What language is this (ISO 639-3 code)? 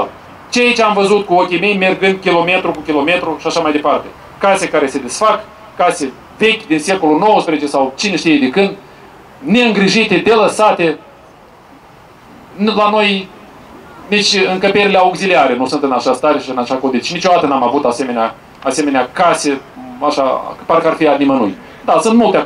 ron